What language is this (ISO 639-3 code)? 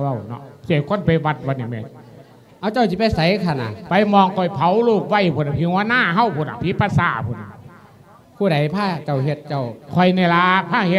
lao